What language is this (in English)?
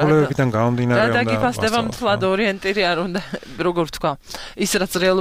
Georgian